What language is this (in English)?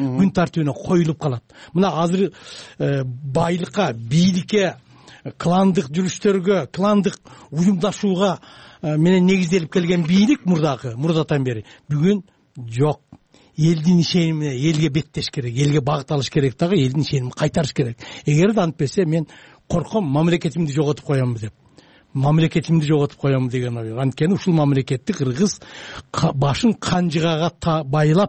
Kyrgyz